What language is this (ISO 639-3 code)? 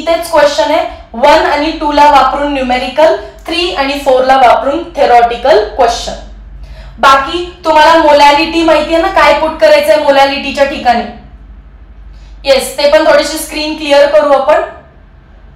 mar